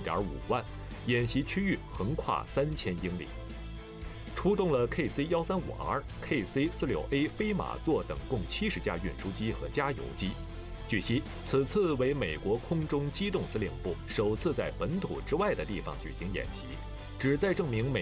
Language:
Chinese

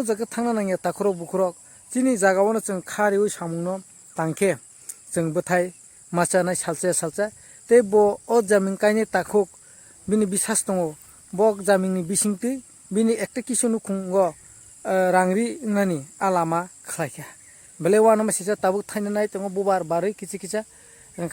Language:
Kok Borok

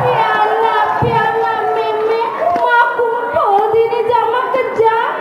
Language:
Balinese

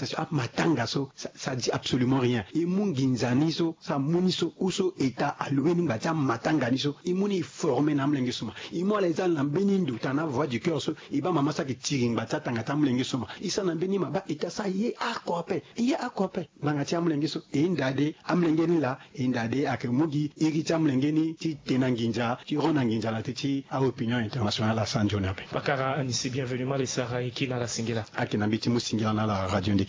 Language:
Sango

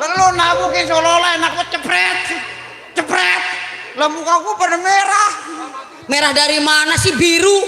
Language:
Betawi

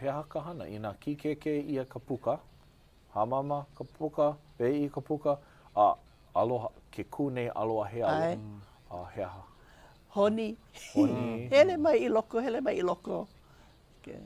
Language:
Hawaiian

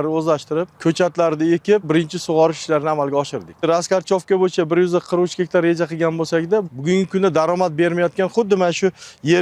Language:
Uzbek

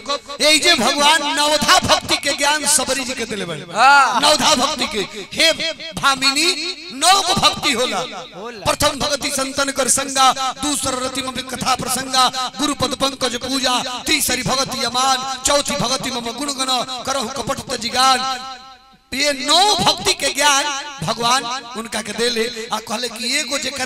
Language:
Bhojpuri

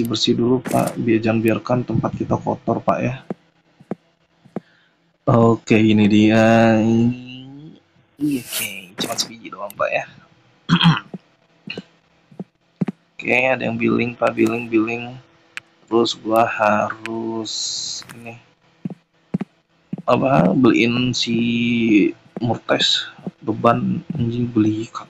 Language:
Indonesian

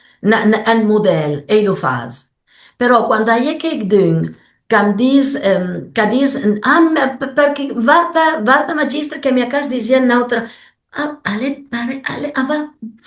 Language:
Piedmontese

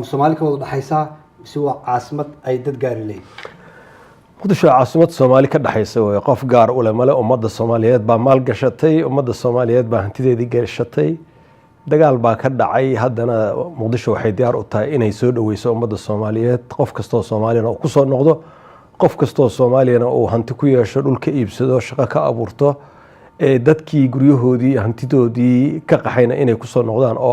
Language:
Somali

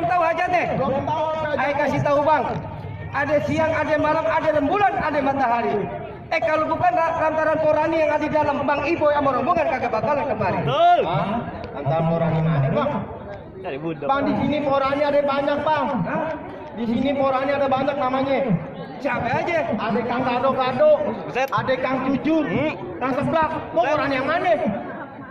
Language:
Betawi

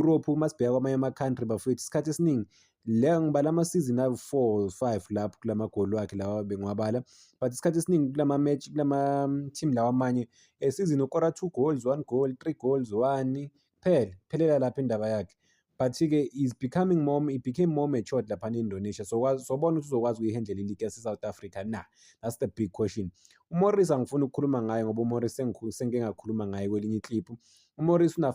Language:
Zulu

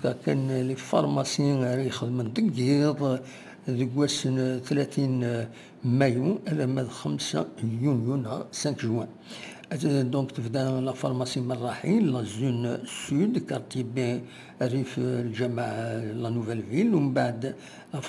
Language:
Kabyle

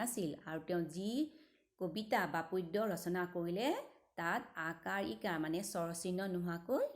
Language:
Assamese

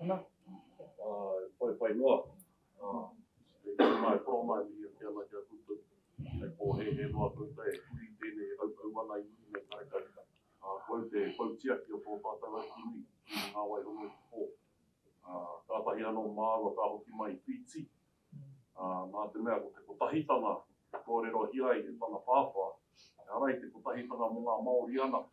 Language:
Māori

